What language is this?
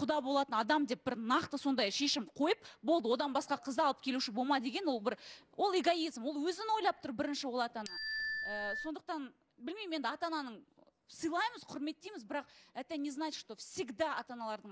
Kazakh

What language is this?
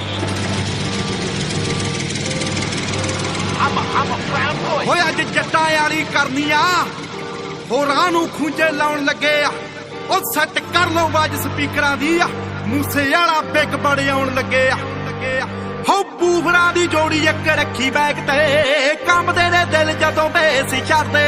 Punjabi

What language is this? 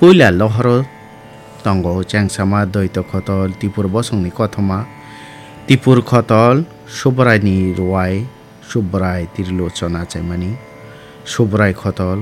Kok Borok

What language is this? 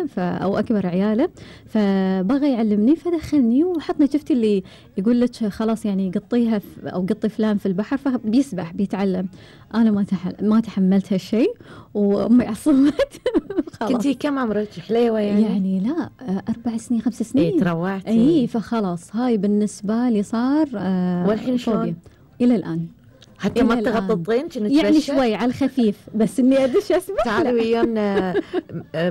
Gulf Arabic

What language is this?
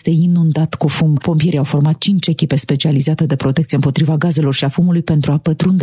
Romanian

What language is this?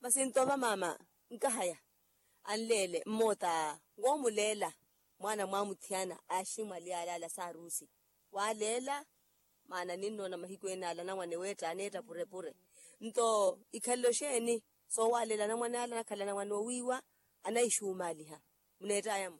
Makhuwa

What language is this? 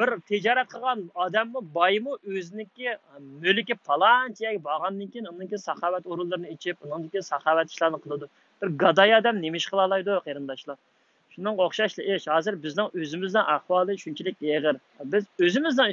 Uyghur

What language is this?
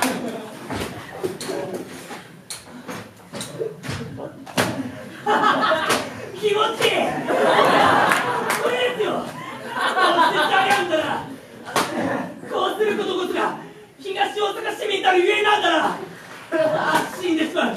Japanese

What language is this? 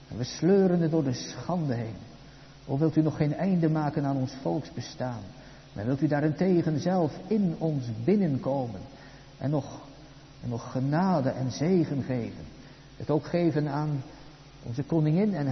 Dutch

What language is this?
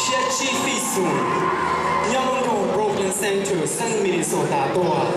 Hmong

